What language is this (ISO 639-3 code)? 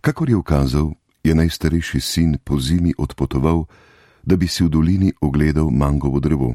slv